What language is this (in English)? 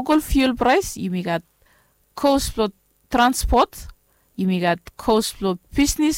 Bislama